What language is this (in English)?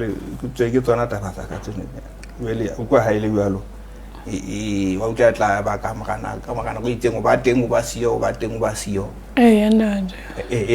Southern Sotho